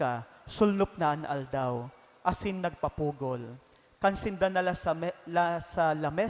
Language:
Bikol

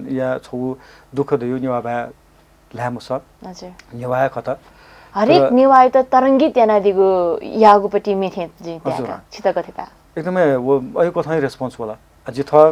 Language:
Newari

